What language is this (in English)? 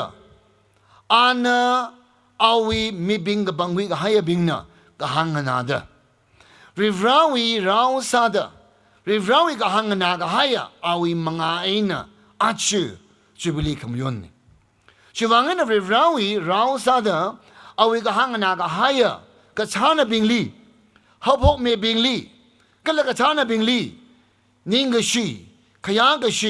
Tangkhul Naga (India)